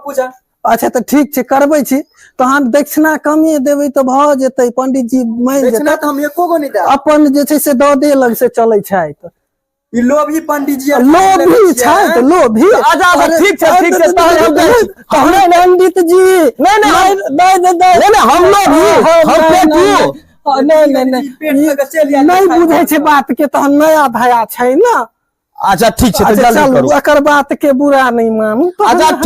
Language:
Maithili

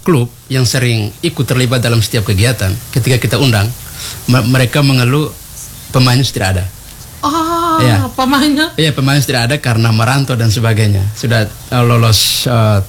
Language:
Indonesian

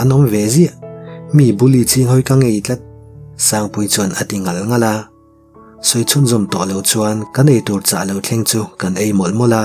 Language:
Mizo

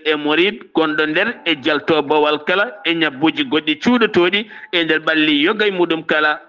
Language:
Fula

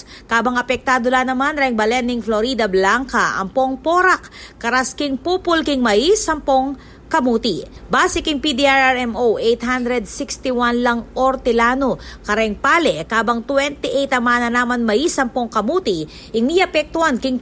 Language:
Pampanga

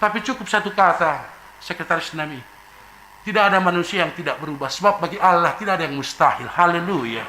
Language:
Batak Simalungun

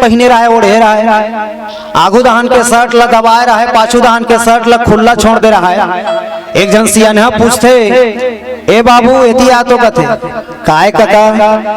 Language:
Chhattisgarhi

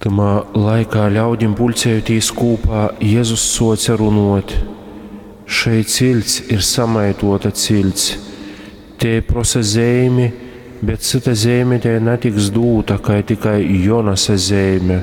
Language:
Latgalian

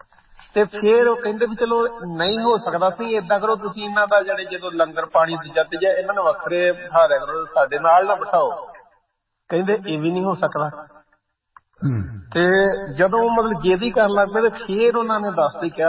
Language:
Punjabi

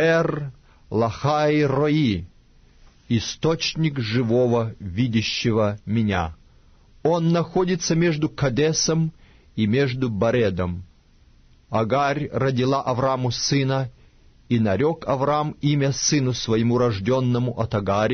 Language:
Russian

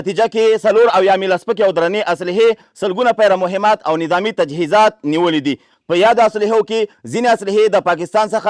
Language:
Pashto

